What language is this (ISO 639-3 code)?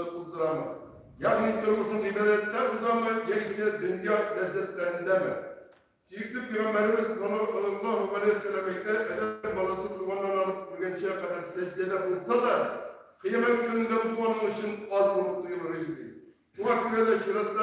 tat